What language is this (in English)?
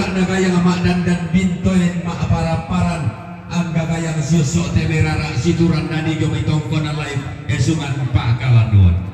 Toraja-Sa'dan